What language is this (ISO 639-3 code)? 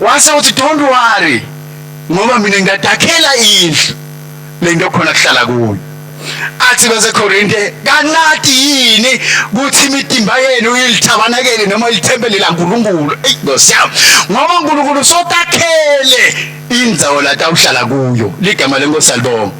ssw